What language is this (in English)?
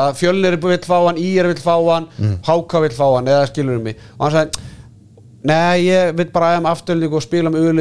Icelandic